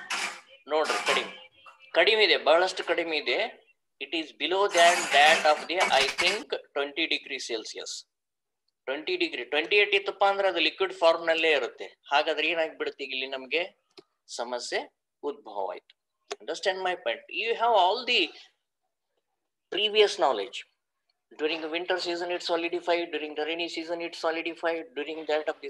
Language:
Kannada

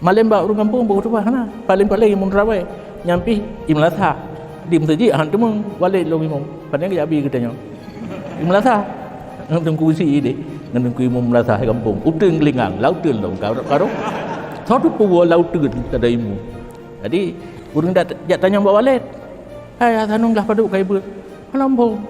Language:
Achinese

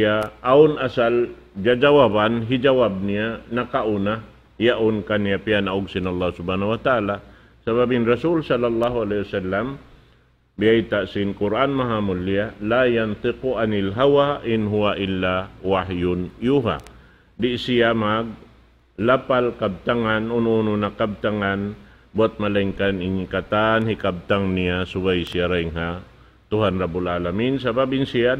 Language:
Tausug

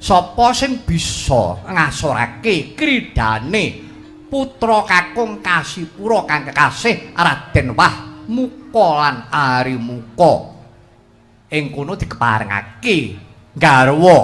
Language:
Javanese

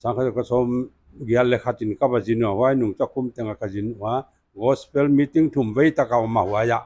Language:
Paite Chin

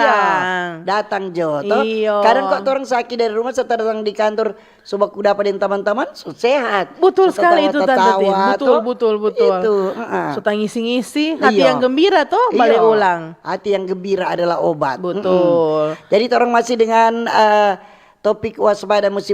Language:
Manado Malay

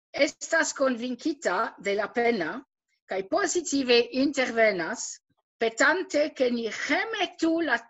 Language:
Esperanto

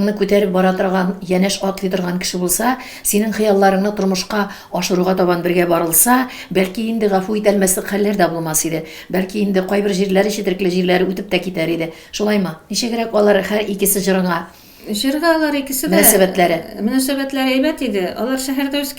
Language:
Tatar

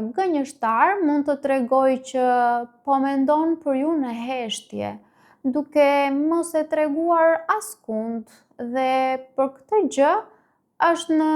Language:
Albanian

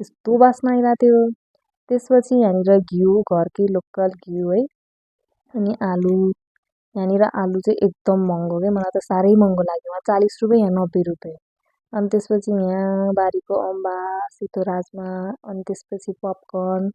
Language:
Nepali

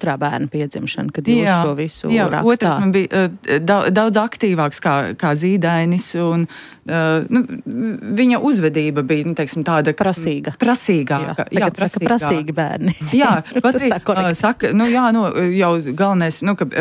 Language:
Latvian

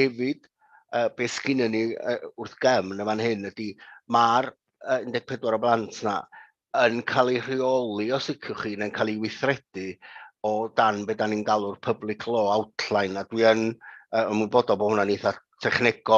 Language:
Welsh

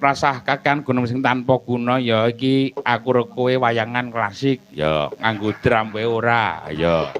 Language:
Javanese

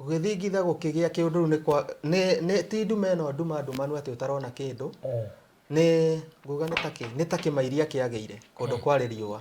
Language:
Kikuyu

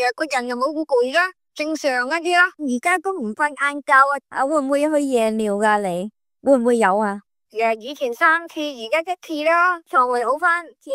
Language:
Cantonese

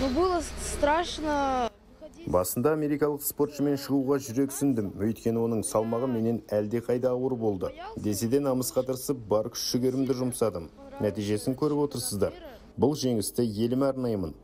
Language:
Kazakh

